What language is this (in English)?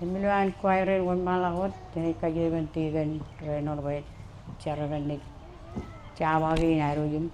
Marshallese